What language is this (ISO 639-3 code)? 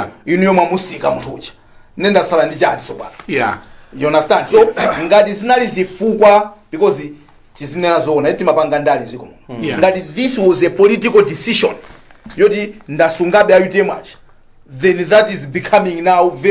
nya